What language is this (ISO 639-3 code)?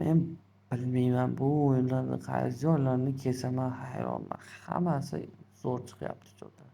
uzb